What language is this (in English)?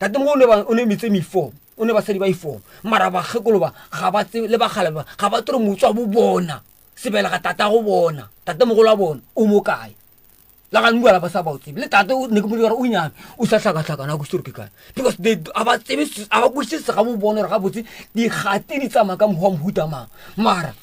Northern Sotho